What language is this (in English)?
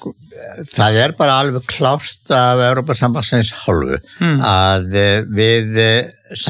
Icelandic